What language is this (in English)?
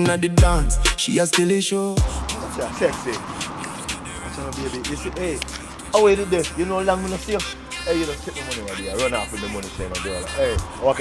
Jamaican Creole English